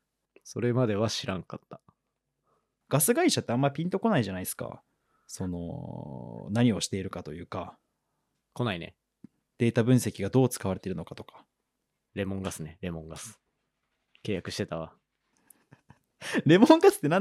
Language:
Japanese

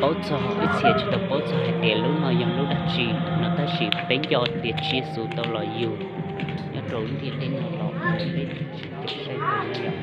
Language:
Hmong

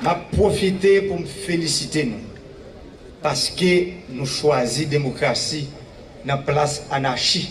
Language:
Haitian Creole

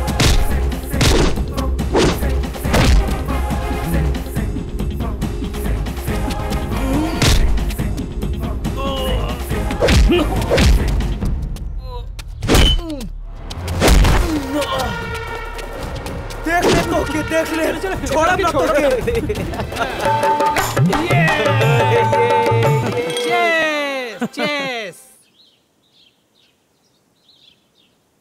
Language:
Bhojpuri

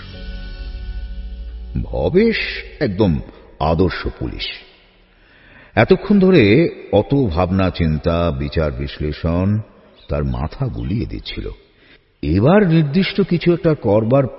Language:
Bangla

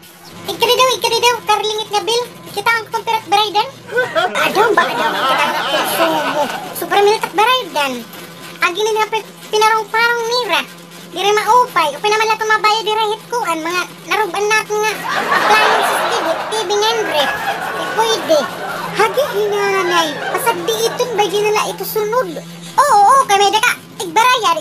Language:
Waray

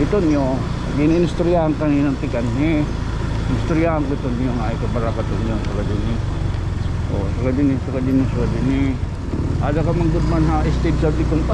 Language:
Waray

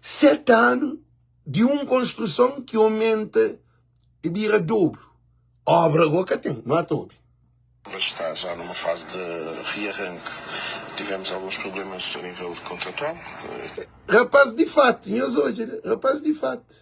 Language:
Kabuverdianu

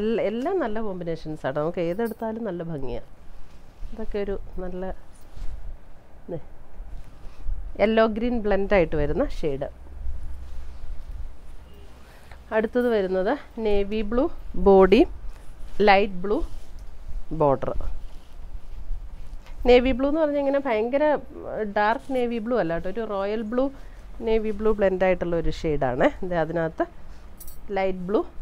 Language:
Malayalam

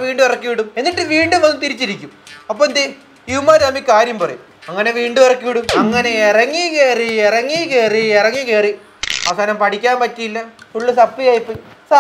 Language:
Malayalam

